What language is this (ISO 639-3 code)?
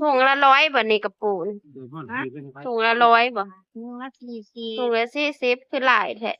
tts